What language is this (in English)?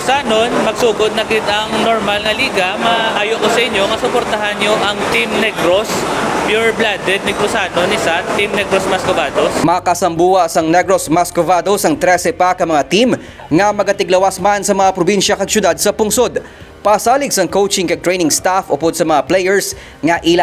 Hiligaynon